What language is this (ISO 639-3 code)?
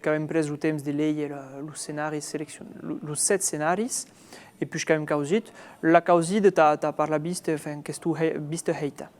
oci